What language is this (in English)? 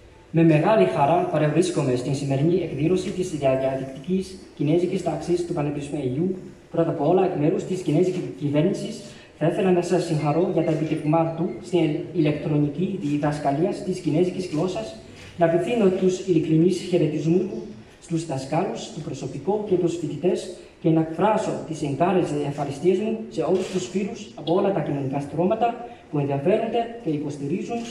Greek